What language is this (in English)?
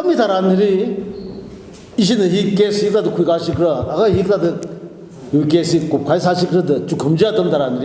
Tangkhul Naga (India)